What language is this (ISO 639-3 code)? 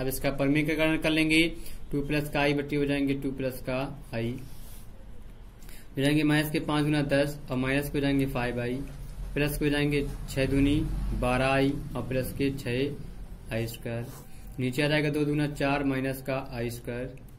hin